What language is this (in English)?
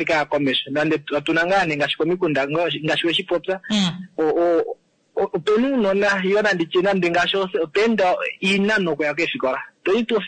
Kuanyama